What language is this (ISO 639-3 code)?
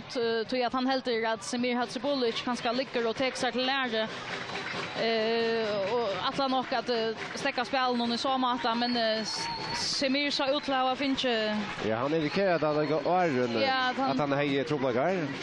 fao